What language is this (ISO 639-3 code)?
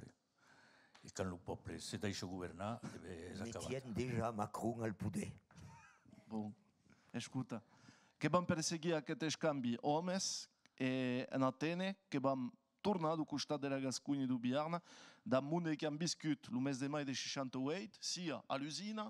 oci